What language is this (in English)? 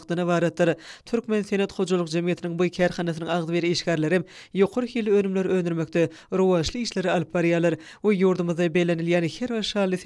Turkmen